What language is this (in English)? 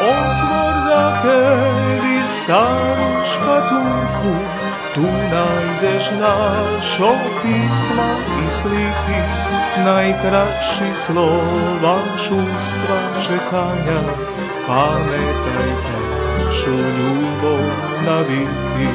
Rusyn